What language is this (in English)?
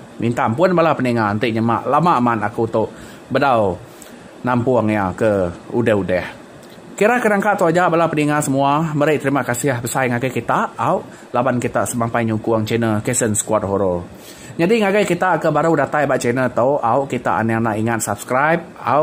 Iban